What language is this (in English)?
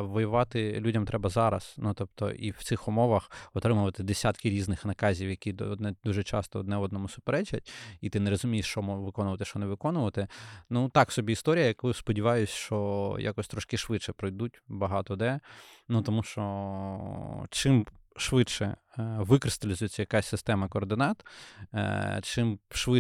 Ukrainian